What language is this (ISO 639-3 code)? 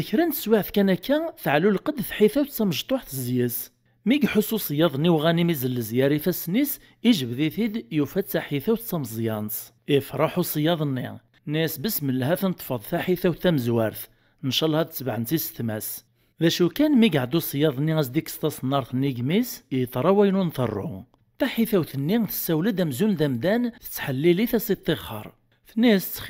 kab